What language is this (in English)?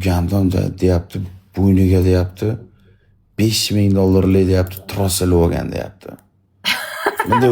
Uzbek